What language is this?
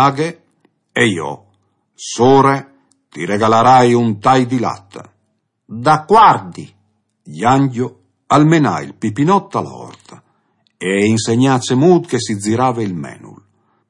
Friulian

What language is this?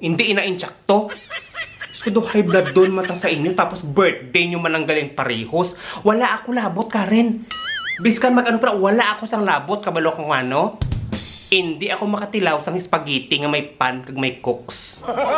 Hiligaynon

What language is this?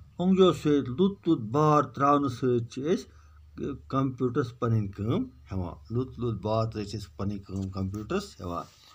Kashmiri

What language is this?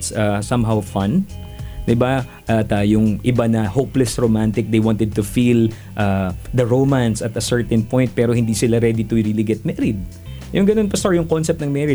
Filipino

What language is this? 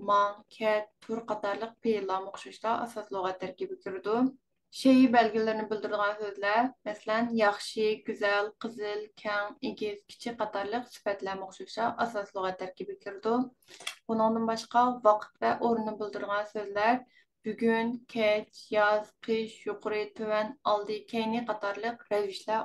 Uyghur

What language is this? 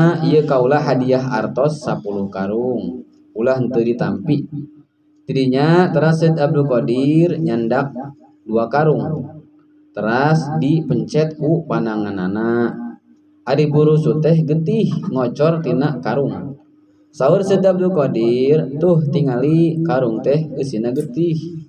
Sundanese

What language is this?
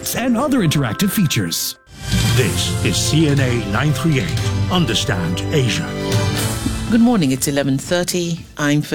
English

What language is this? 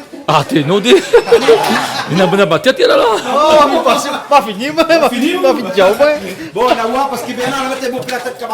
Réunion Creole French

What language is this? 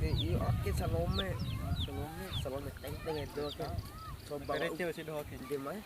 Bima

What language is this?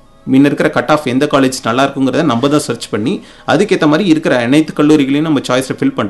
Tamil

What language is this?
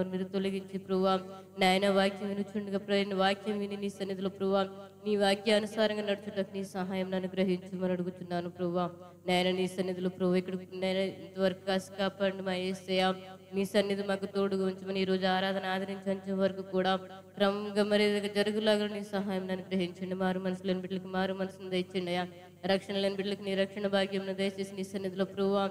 Telugu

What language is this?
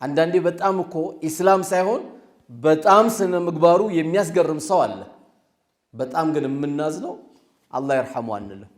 Amharic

